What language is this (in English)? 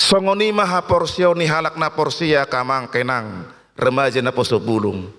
Batak Toba